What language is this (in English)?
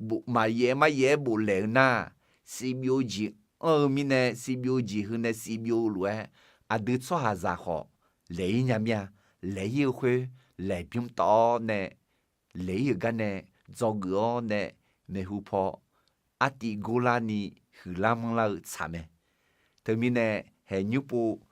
Akha